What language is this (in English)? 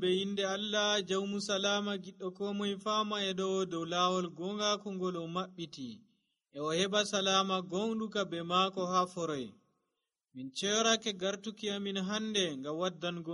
Nigerian Fulfulde